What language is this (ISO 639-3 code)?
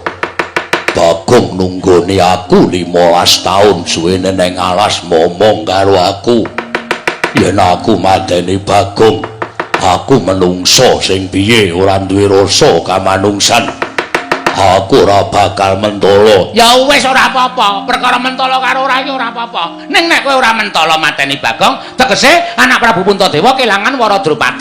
jav